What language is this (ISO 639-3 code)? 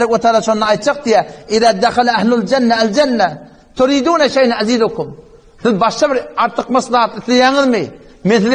tuk